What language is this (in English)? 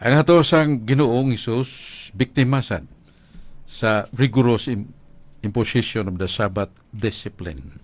Cebuano